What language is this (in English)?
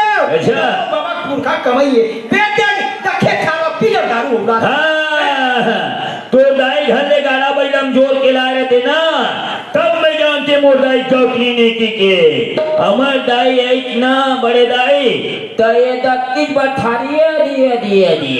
Chhattisgarhi